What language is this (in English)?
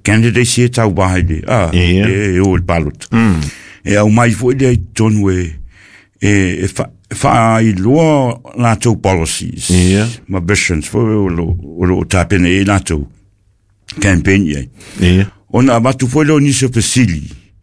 Samoan